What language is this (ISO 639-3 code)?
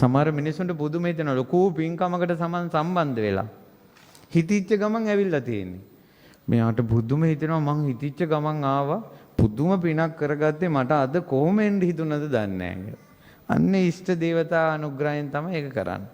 sin